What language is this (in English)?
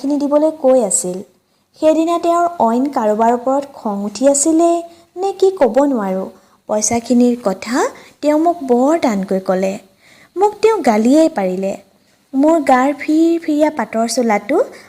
Assamese